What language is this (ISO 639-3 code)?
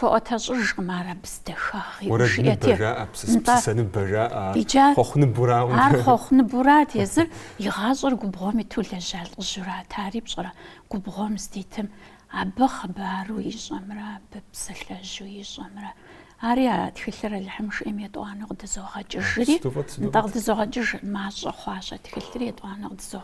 kbd